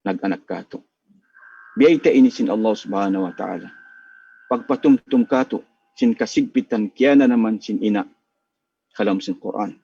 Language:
Tausug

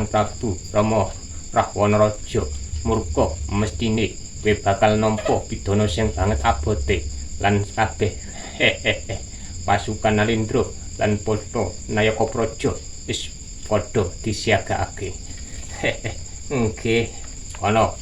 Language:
Javanese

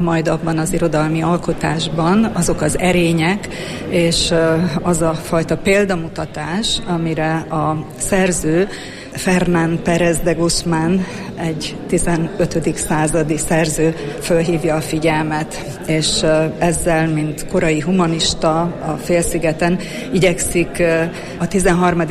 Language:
Hungarian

